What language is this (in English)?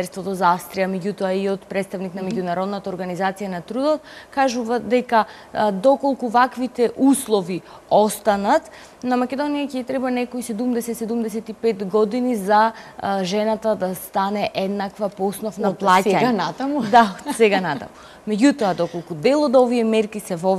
Macedonian